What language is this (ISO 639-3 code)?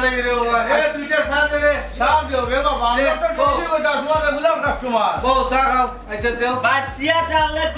syl